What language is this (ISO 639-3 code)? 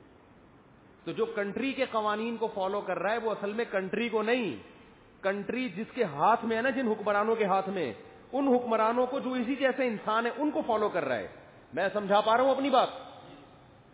urd